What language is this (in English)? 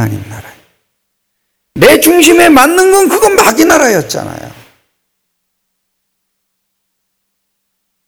Korean